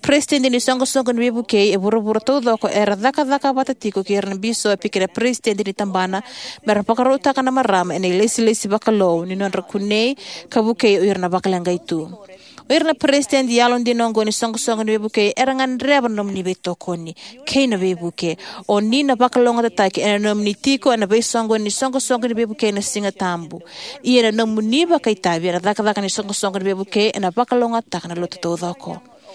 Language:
Fijian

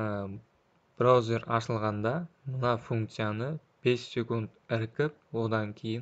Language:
Kara-Kalpak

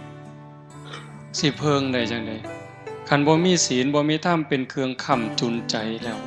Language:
Northeastern Thai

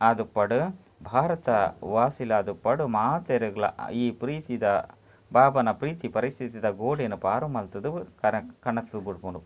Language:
Tulu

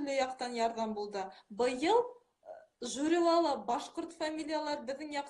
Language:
Bashkir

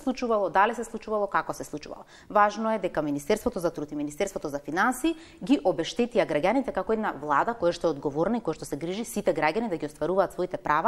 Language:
Macedonian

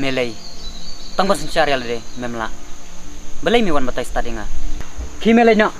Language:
Khasi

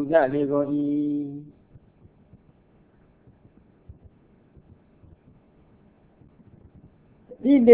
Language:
Burmese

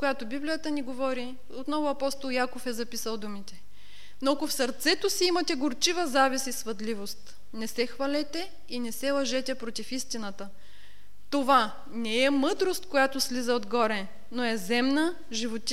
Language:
Bulgarian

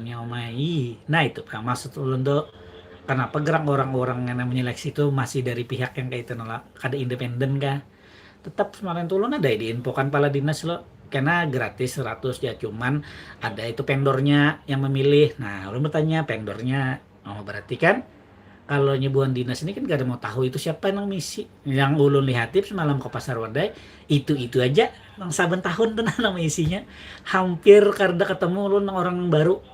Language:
Banjar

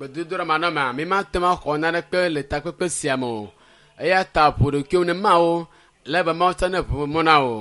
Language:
Ewe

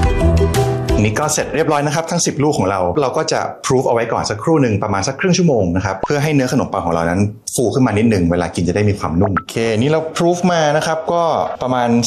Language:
Thai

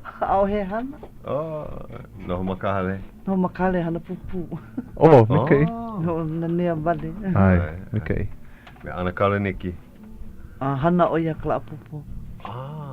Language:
Hawaiian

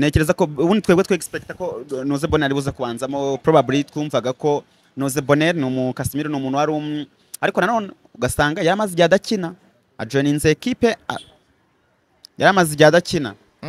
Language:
Kinyarwanda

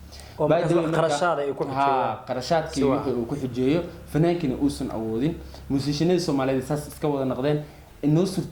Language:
Somali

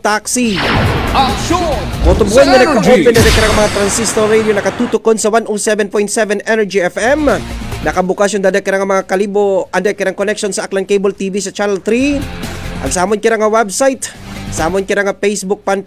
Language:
Aklanon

